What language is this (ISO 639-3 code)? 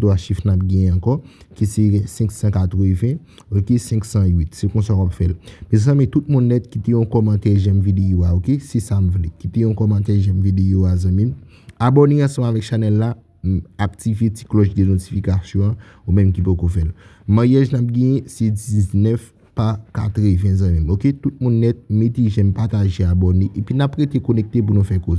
hat